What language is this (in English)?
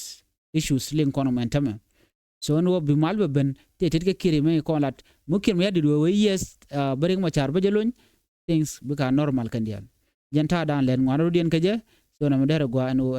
Nuer